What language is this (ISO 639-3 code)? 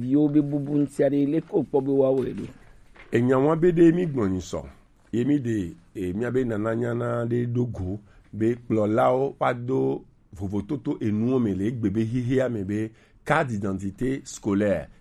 gej